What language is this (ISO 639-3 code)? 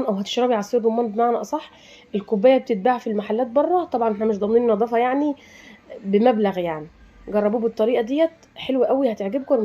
arz